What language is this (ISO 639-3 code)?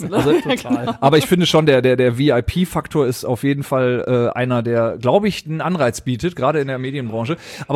deu